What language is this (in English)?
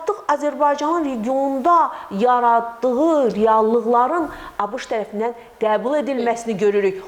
Azerbaijani